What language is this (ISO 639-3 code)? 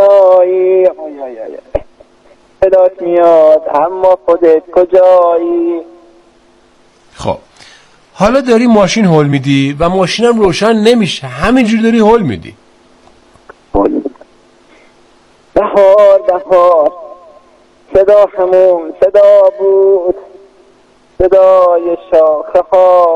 fas